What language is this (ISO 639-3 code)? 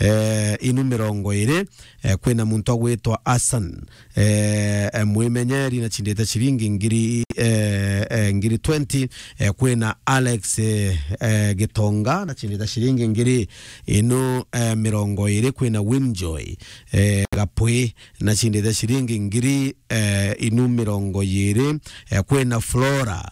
mer